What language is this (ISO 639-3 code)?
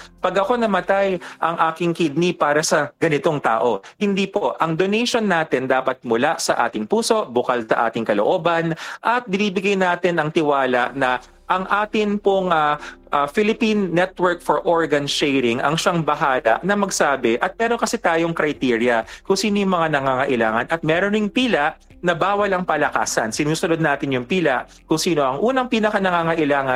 fil